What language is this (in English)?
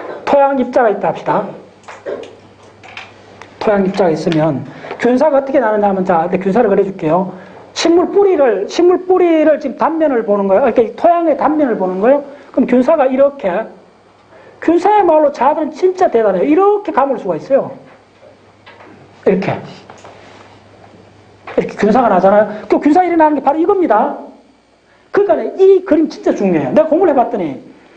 Korean